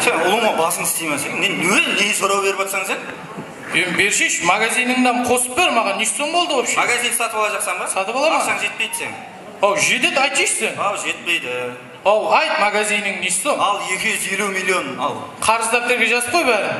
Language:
Kara-Kalpak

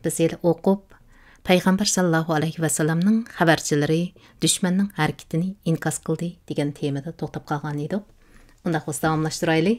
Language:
Uyghur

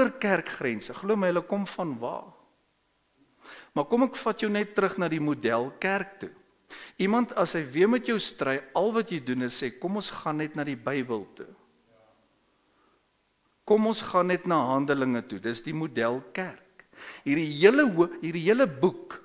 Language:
Afrikaans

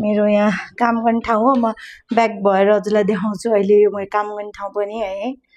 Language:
Nepali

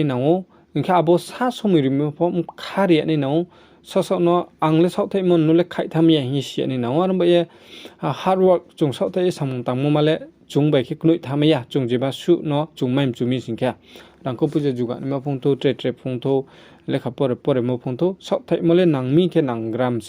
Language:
Riang (India)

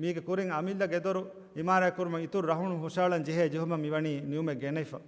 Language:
Divehi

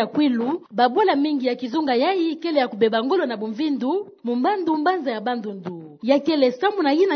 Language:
Kituba (Democratic Republic of Congo)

